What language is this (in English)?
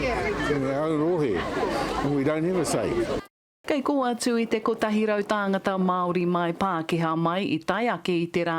Māori